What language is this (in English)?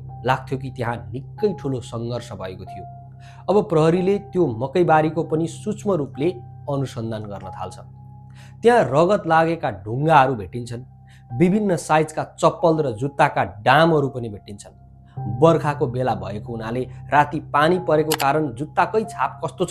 Nepali